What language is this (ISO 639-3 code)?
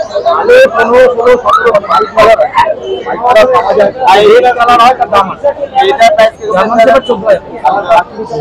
ben